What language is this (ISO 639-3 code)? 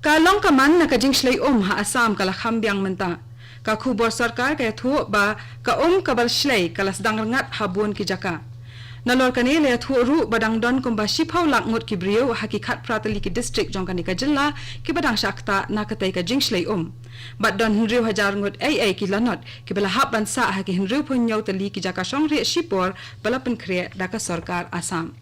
kha